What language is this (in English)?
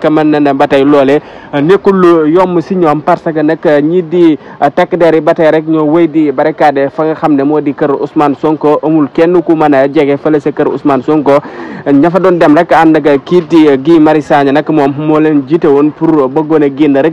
Wolof